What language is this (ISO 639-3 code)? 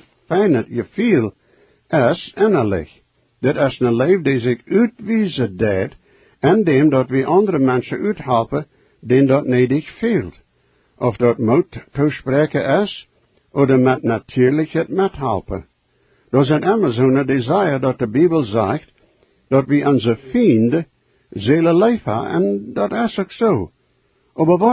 pdt